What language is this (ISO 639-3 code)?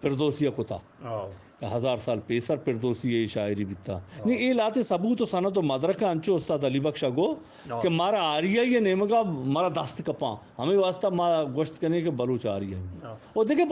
bgp